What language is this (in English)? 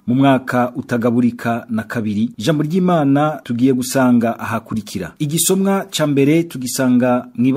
Rundi